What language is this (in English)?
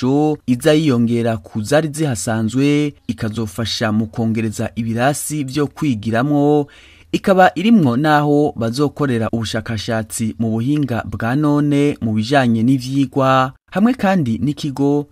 Rundi